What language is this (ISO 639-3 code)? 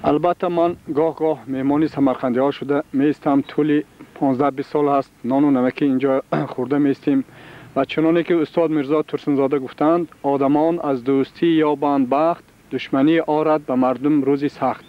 tgk